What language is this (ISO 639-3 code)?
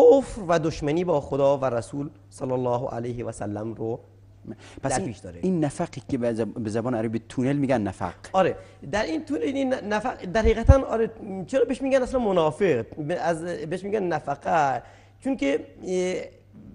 fas